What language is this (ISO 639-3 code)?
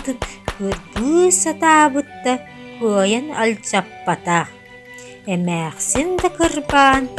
sah